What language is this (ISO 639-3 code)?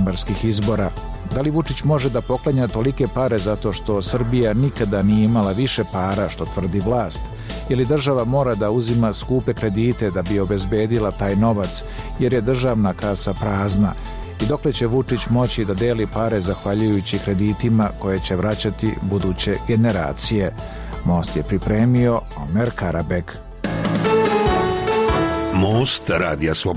srp